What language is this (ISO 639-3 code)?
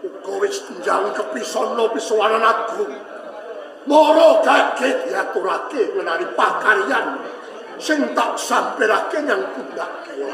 jav